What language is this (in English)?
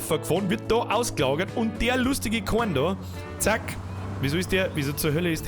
Bavarian